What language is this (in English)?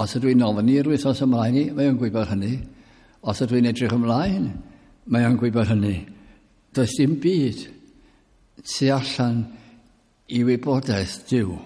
Welsh